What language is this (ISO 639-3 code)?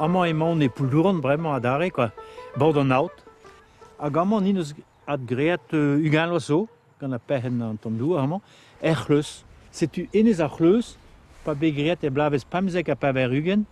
bre